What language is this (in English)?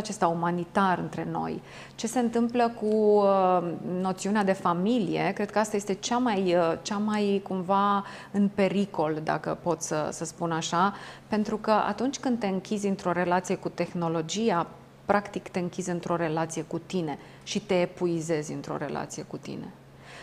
Romanian